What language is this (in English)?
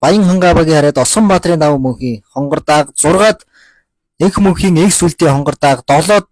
Mongolian